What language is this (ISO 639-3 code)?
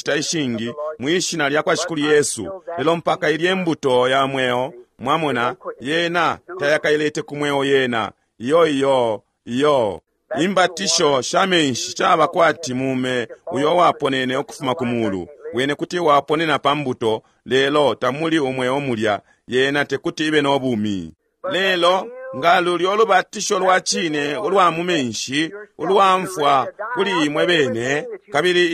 bem